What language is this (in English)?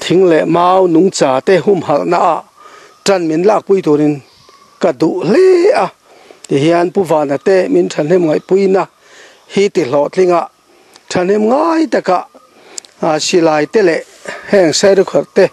Mizo